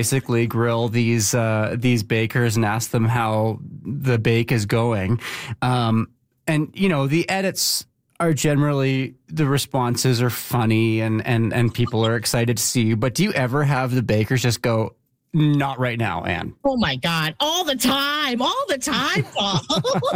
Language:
English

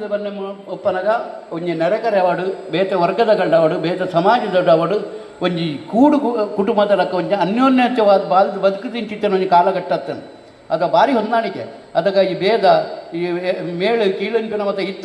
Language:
Tulu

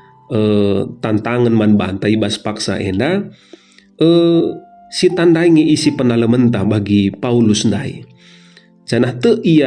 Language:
Batak Karo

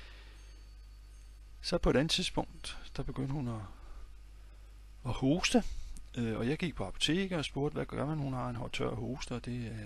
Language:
Danish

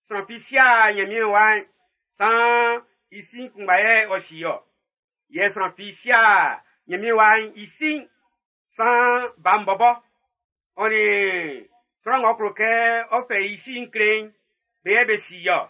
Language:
Baoulé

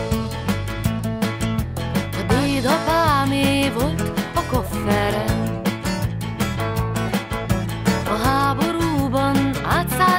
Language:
Hungarian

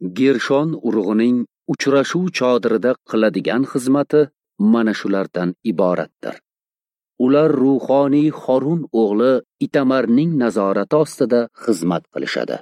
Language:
Uzbek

